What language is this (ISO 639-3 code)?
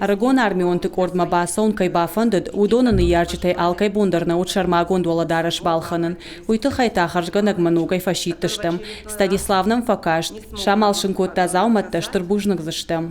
oss